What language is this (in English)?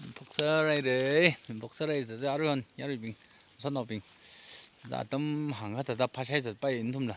Tangkhul Naga (India)